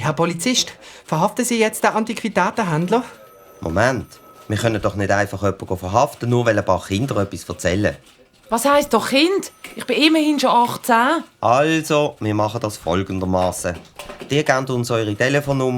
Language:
Swiss German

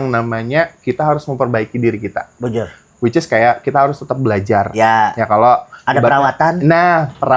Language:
Banjar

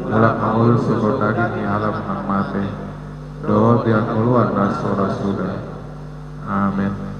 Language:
Batak Toba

